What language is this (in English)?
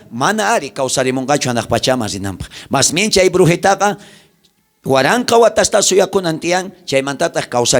South Bolivian Quechua